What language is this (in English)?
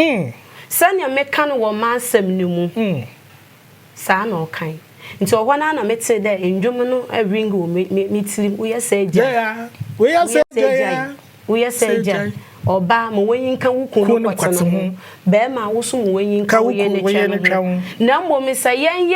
Akan